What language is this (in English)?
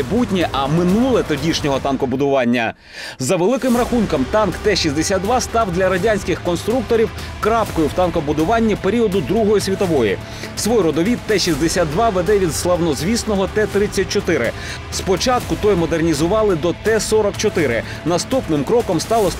Ukrainian